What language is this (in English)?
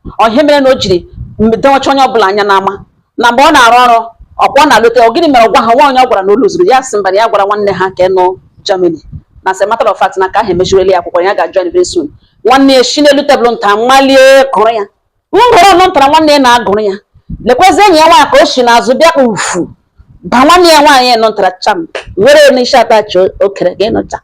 Igbo